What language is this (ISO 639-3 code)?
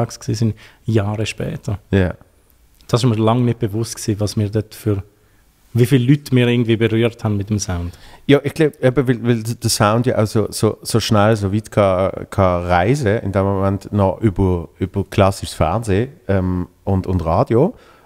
gsw